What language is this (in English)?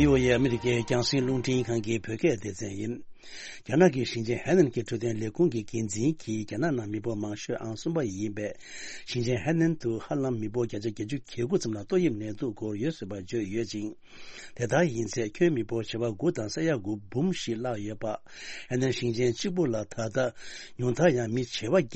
Tibetan